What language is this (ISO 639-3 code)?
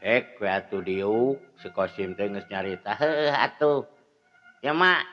sun